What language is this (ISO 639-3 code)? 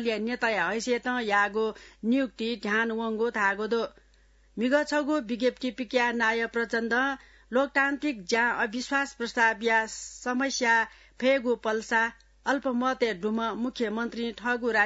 new